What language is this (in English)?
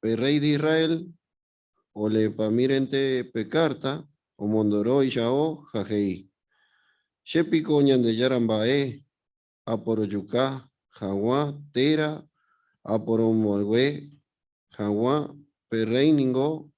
Guarani